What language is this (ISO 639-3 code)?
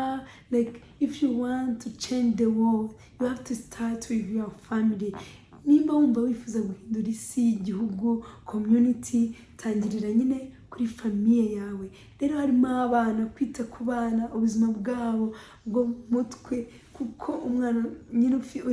kin